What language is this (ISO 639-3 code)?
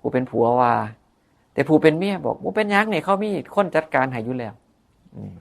tts